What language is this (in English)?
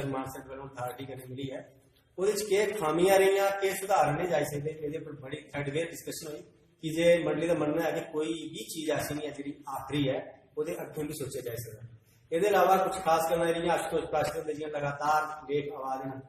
Dogri